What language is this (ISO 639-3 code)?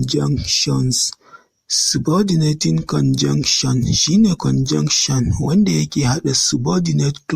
hau